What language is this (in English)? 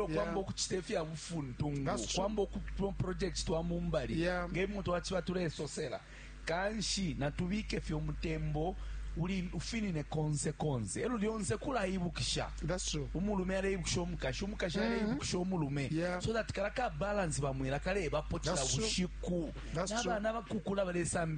Bemba